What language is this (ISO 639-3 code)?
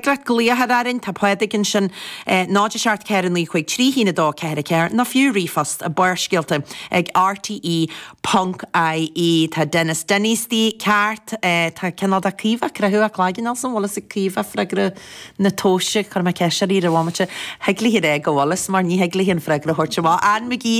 gle